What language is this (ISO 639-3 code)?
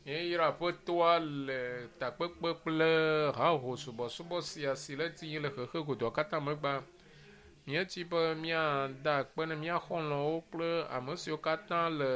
ewe